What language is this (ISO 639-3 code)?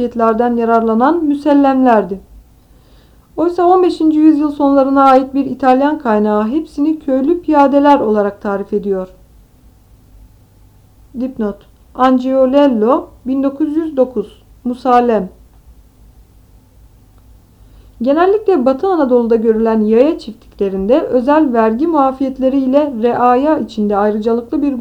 tur